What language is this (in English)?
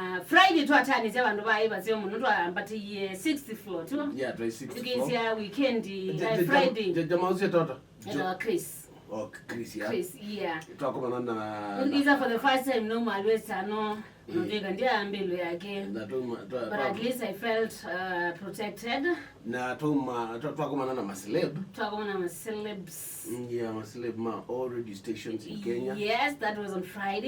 Kamba